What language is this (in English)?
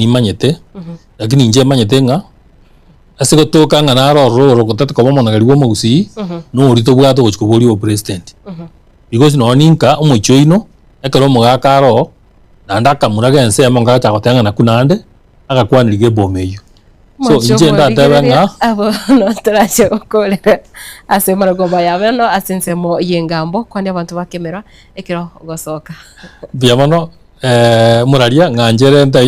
Gusii